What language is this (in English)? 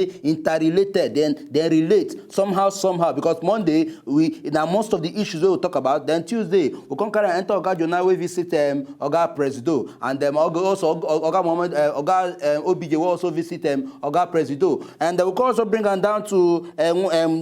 Nigerian Pidgin